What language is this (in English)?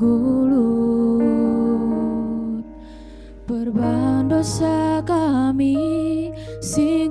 Batak Karo